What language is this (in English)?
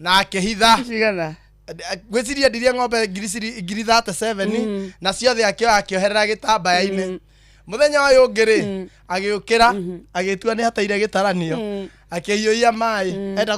Kikuyu